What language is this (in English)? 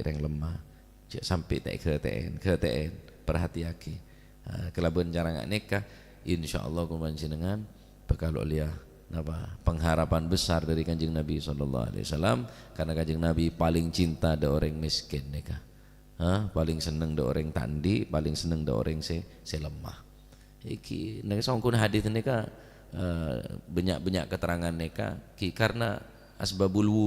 Madurese